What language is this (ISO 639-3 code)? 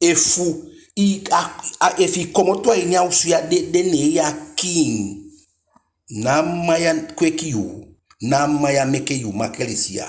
djk